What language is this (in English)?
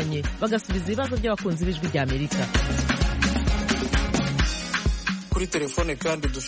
Kinyarwanda